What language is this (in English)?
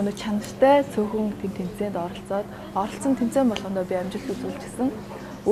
Mongolian